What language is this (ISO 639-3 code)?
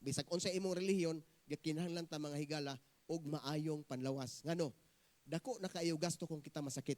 ceb